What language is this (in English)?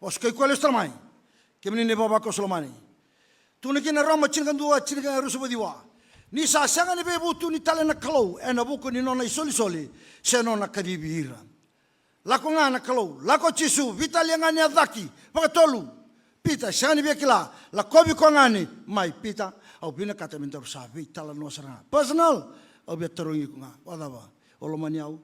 Fijian